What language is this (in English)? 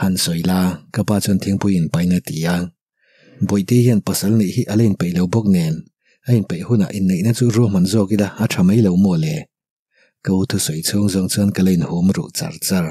Mizo